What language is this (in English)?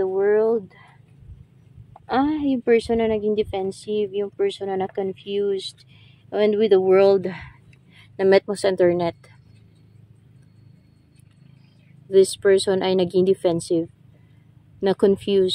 Filipino